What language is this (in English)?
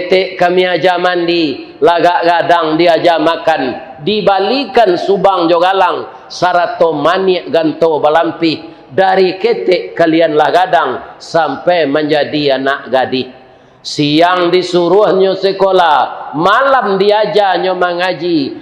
Minangkabau